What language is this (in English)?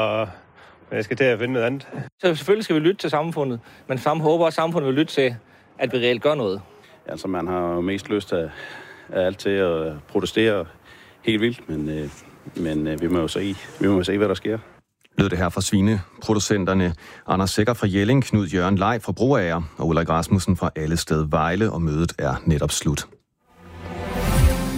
Danish